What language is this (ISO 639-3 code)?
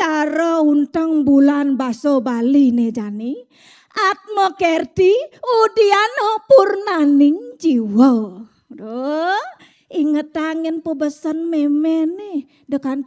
ban